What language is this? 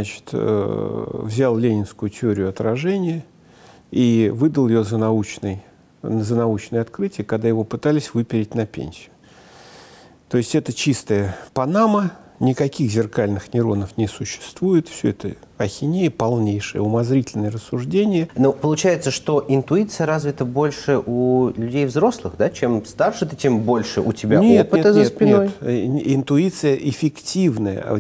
Russian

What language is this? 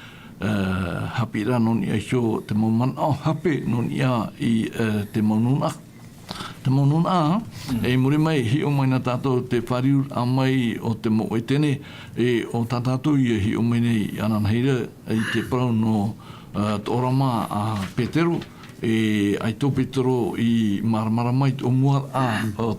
Tahitian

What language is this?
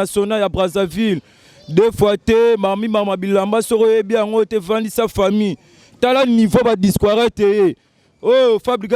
Lingala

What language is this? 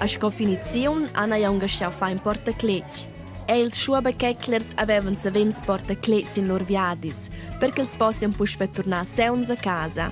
Romansh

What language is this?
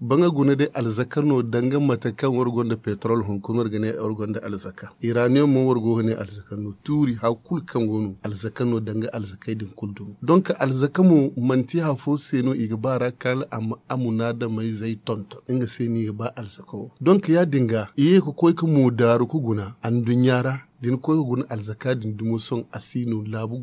Zarma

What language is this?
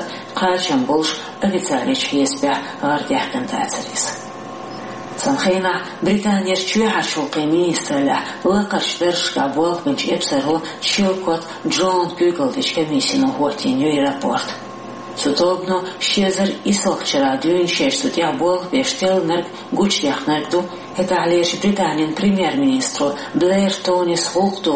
Chechen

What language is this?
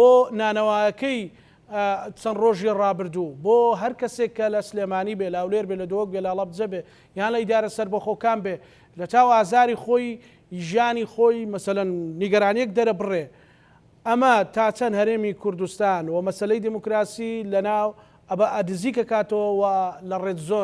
Central Kurdish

